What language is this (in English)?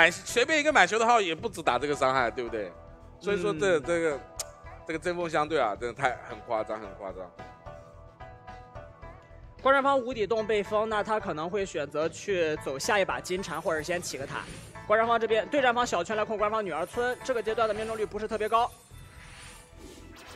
Chinese